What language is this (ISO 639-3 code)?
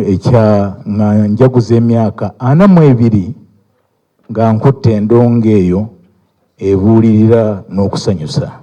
lug